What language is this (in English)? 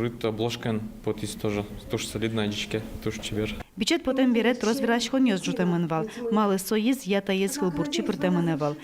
Udmurt